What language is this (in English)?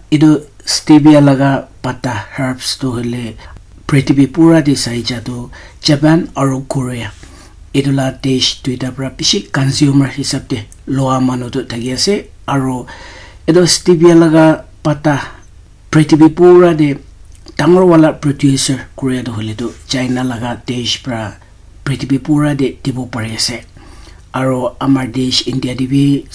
Naga Pidgin